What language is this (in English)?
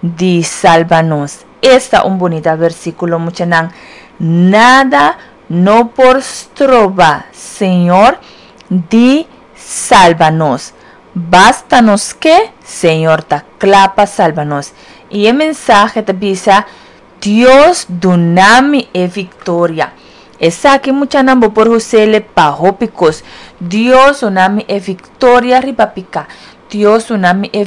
Papiamento